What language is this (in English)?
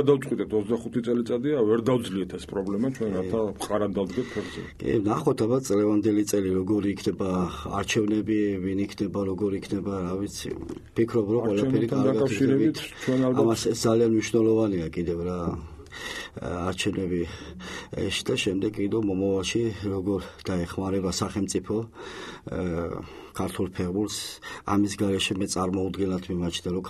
Georgian